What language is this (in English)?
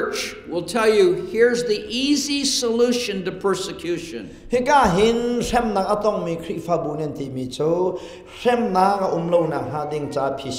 Hakha Chin